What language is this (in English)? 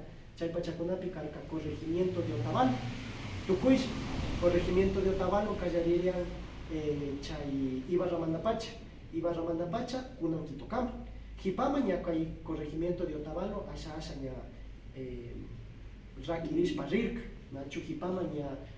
Imbabura Highland Quichua